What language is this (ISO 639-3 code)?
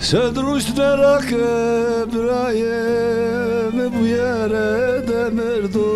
zza